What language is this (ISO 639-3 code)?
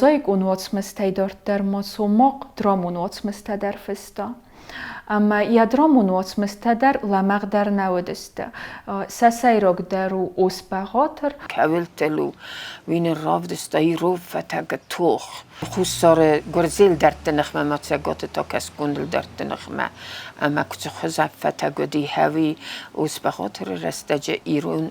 oss